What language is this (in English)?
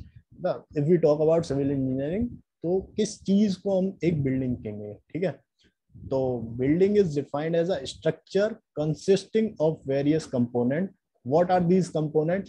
Hindi